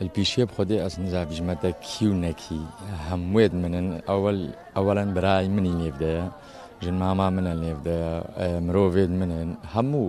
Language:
Kurdish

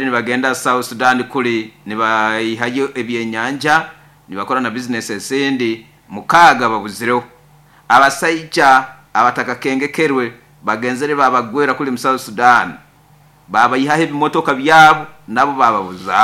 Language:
Nyoro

